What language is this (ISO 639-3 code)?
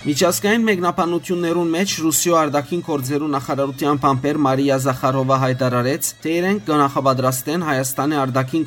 hyw